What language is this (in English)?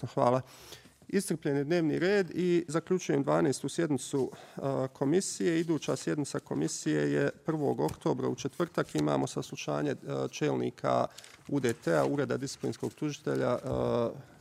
Bosnian